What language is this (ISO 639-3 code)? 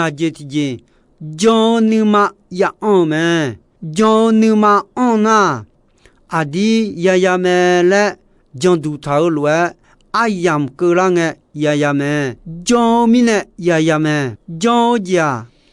ahk